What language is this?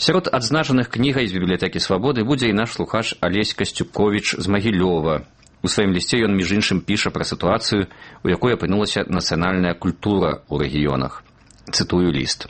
Belarusian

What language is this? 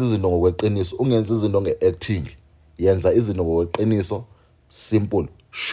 Zulu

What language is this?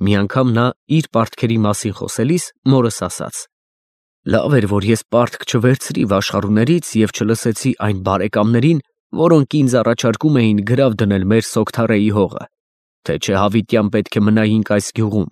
Armenian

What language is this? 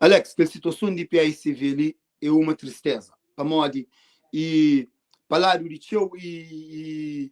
Kabuverdianu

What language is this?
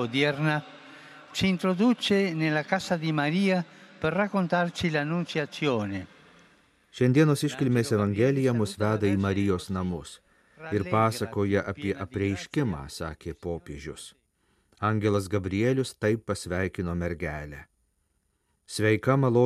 Lithuanian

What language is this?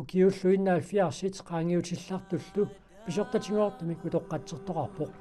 Kalaallisut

